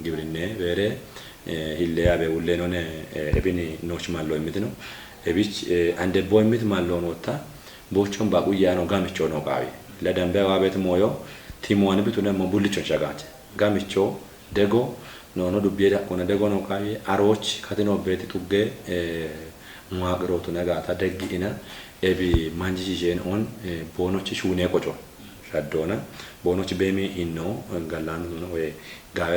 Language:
Kafa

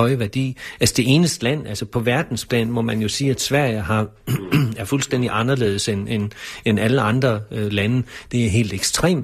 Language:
Danish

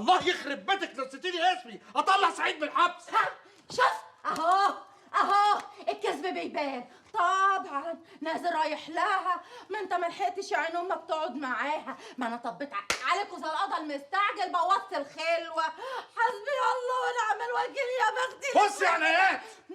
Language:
Egyptian Arabic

